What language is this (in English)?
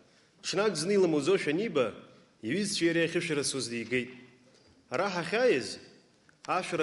Abkhazian